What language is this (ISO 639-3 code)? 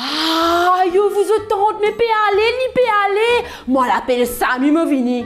mfe